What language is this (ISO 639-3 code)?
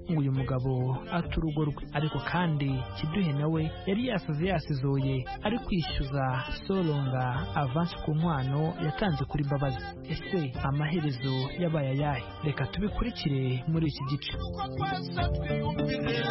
kin